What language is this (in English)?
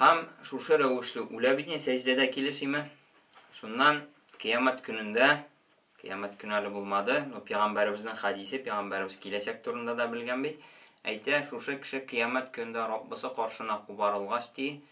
Tatar